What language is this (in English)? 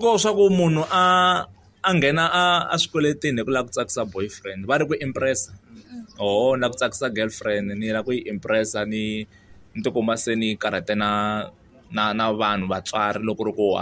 Tsonga